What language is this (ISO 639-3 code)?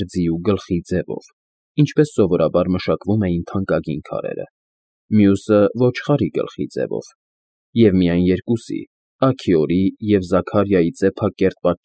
hye